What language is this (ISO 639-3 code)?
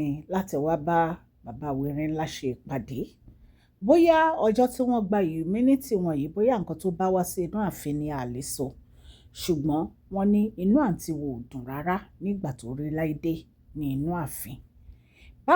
yor